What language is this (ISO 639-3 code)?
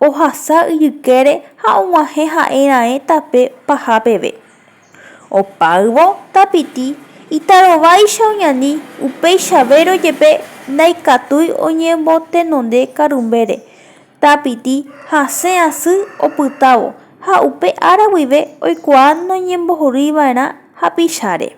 grn